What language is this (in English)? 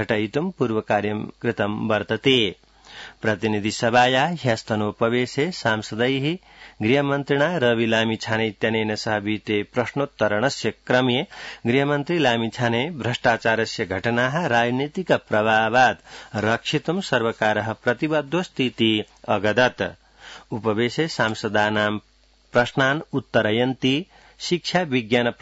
Sanskrit